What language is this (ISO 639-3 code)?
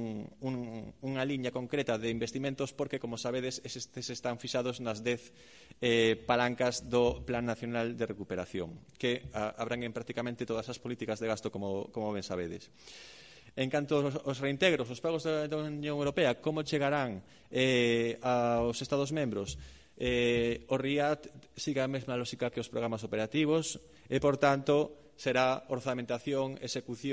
glg